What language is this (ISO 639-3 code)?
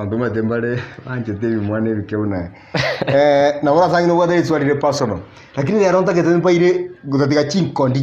guz